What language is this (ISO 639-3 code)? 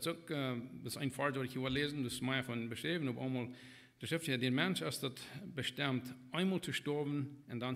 pdt